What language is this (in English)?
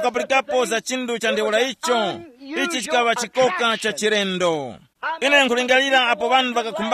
Tumbuka